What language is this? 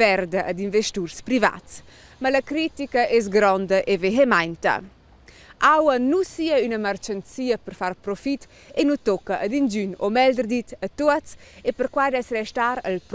Romansh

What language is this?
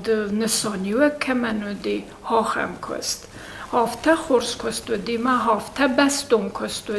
Ossetic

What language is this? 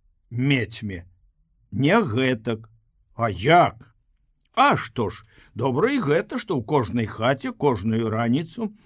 Belarusian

